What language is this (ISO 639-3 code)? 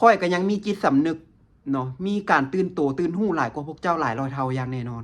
lao